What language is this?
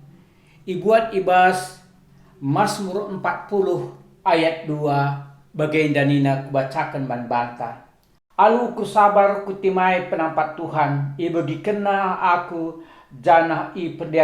Batak Karo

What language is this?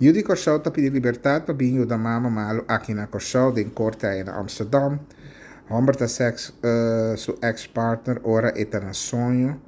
Papiamento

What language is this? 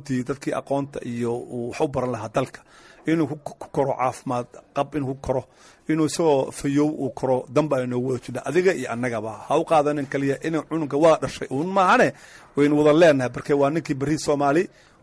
Somali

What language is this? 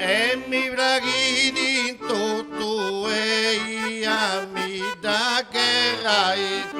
Sardinian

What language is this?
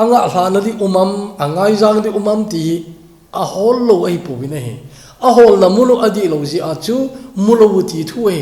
Thado Chin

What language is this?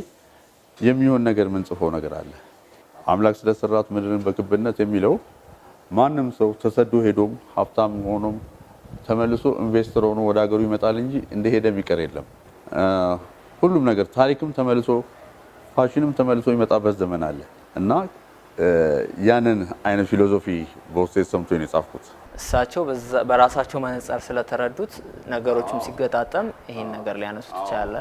Amharic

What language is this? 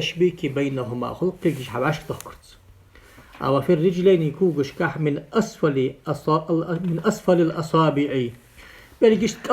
Ingush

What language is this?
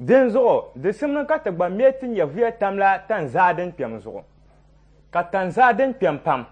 Dagbani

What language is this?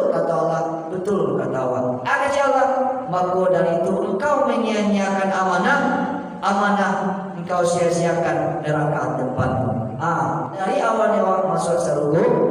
Minangkabau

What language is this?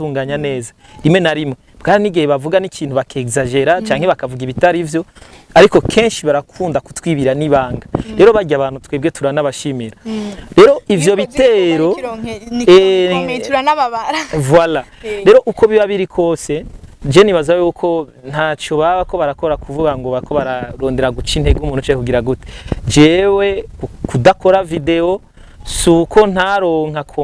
Rundi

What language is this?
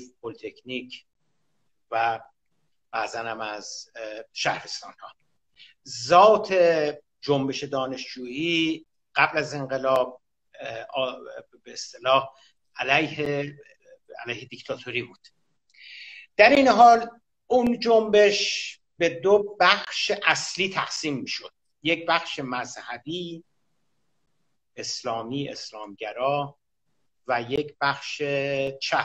Persian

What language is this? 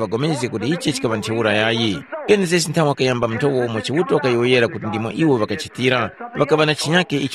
Tumbuka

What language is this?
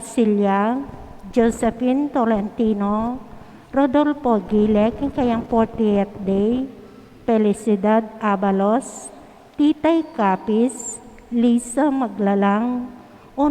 Pampanga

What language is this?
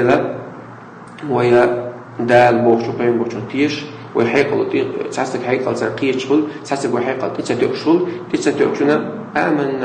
Chechen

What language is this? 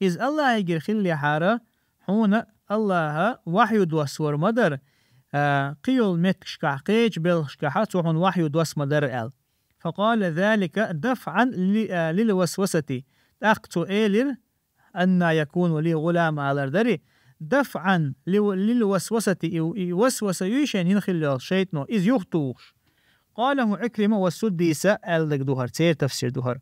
Chechen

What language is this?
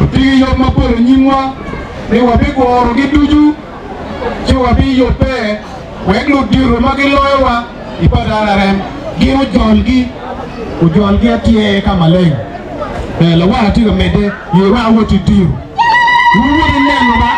Acoli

